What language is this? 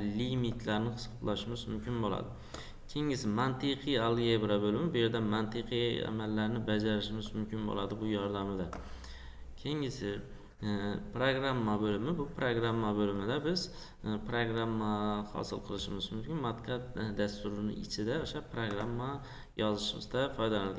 Uzbek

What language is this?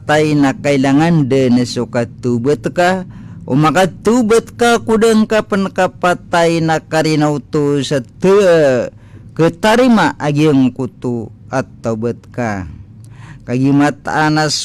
Maranao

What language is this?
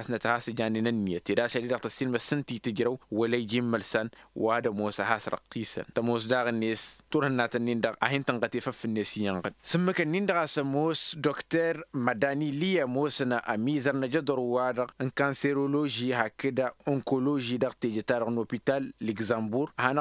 Tamasheq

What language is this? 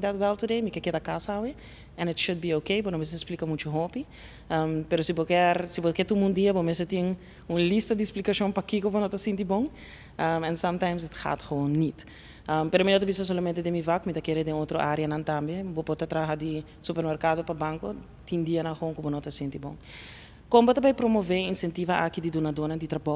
Papiamento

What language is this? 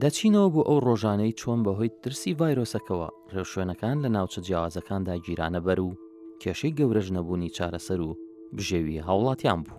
Central Kurdish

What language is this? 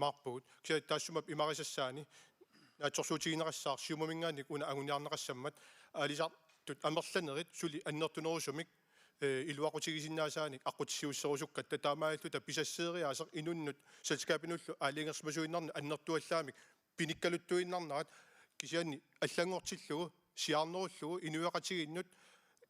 Kalaallisut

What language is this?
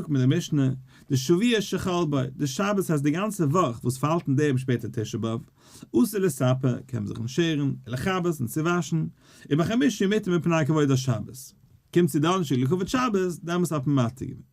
Yiddish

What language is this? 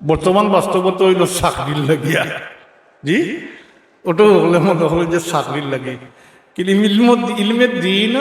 Sylheti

